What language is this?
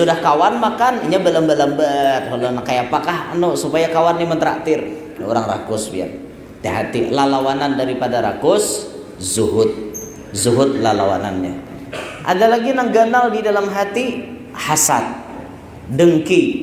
Banjar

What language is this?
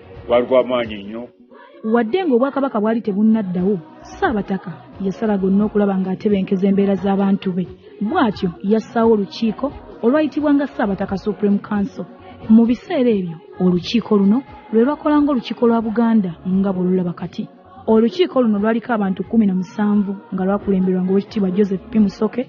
Ganda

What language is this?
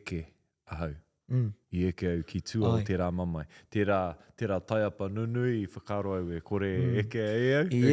Māori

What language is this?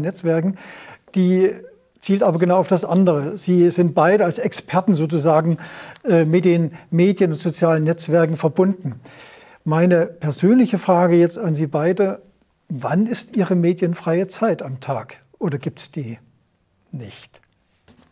German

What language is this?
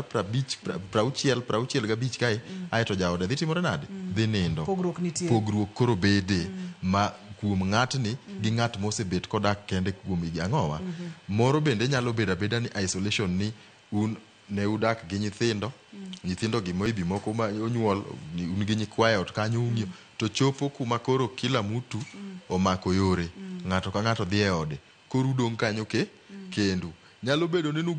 Luo (Kenya and Tanzania)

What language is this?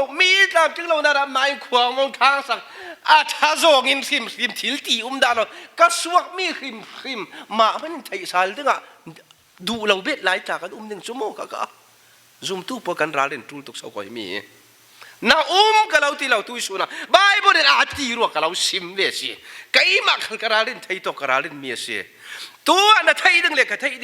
Falam Chin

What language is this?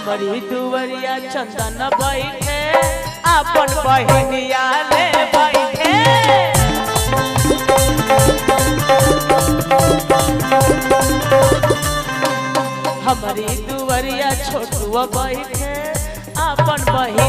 Bhojpuri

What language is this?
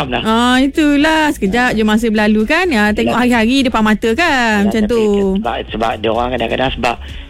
Malay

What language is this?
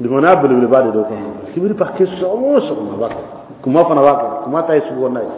Bambara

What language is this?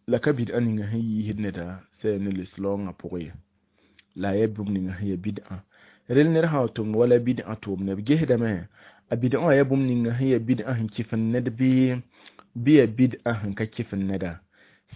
Mossi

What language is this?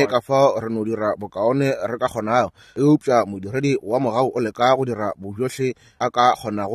Northern Sotho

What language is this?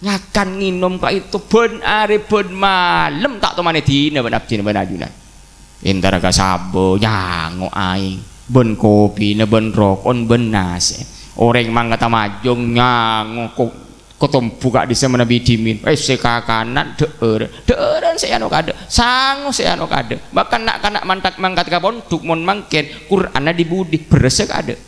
Madurese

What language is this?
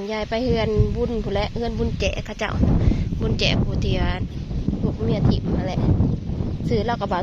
Northeastern Thai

